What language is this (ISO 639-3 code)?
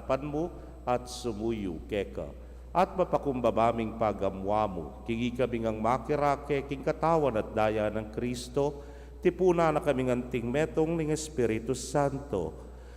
pam